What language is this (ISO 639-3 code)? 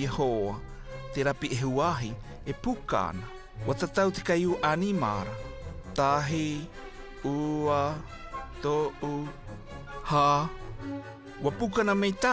mqm